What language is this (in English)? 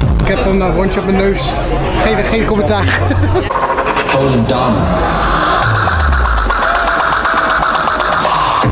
Dutch